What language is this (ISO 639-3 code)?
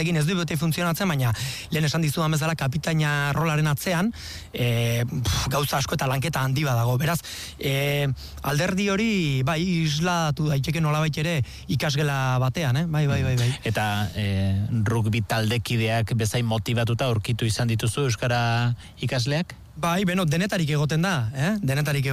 eus